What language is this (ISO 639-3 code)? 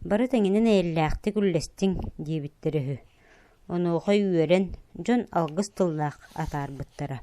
sah